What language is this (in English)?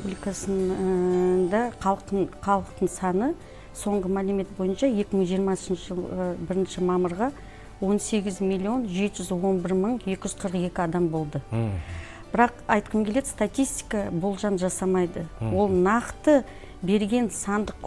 Kazakh